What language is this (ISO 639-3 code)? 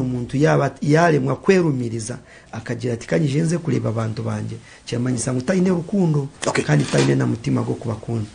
nyn